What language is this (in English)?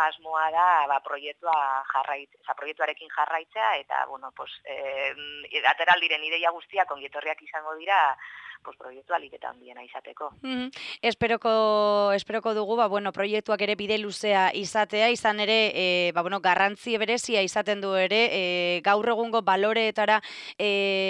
Basque